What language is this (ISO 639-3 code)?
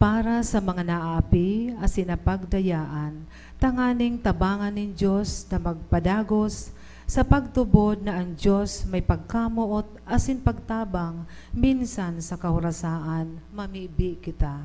bik